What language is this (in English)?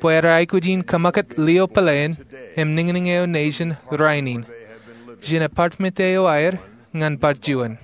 Marshallese